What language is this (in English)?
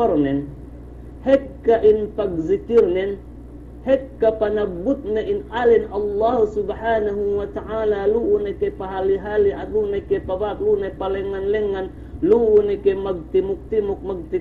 Yakan